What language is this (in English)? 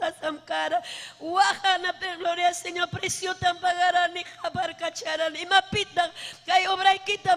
Ayacucho Quechua